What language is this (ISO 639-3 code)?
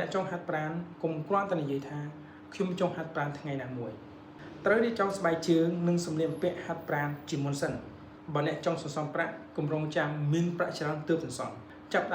khm